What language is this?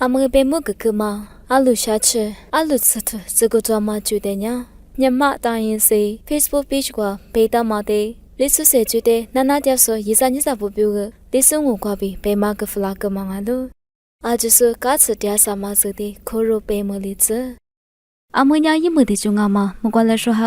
Lisu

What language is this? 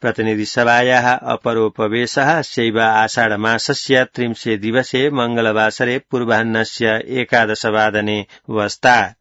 Sanskrit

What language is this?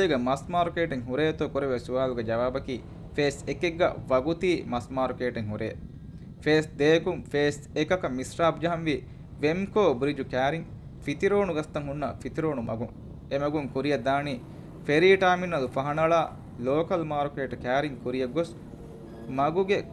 Divehi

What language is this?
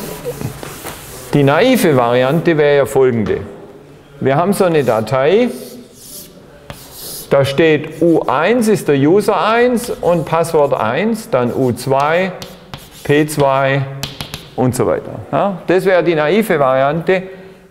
German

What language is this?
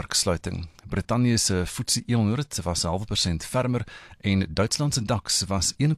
Afrikaans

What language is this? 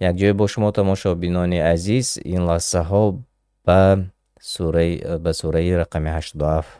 Tajik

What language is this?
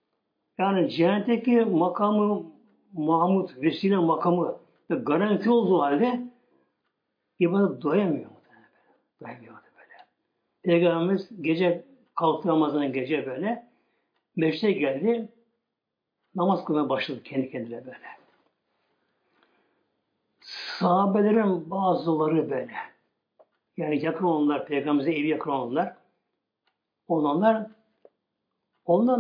Turkish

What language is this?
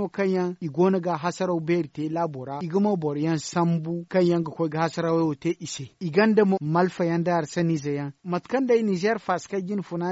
Zarma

